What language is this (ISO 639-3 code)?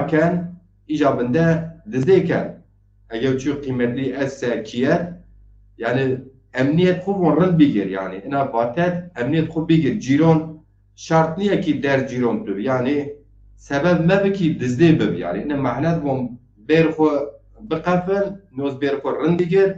zza